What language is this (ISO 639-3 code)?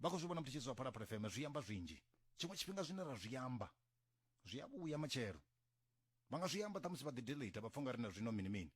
ven